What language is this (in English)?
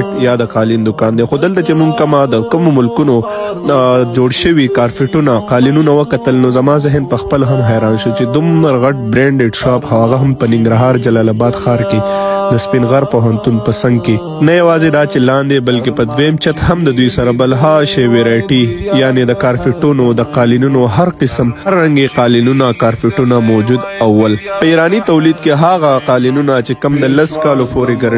Pashto